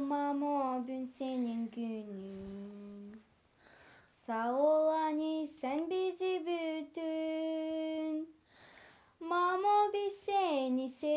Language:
Gagauz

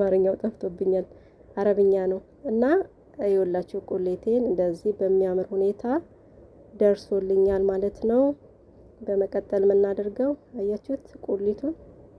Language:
Amharic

